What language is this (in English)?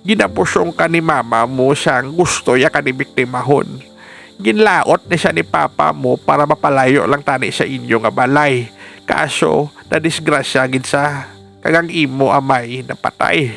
Hiligaynon